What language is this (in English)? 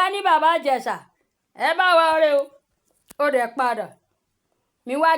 Yoruba